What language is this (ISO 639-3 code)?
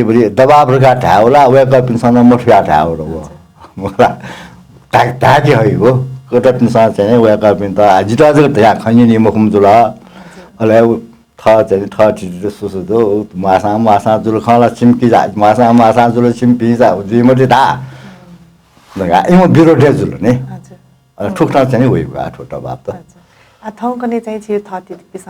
new